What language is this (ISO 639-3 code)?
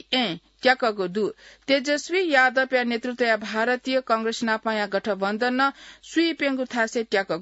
new